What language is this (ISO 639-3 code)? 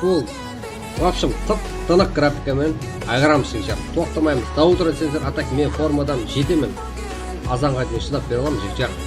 kaa